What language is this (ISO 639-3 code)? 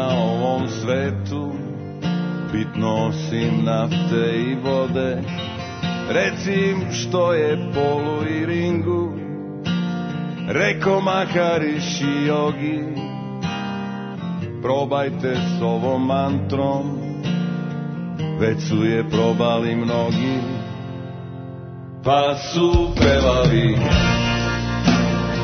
srp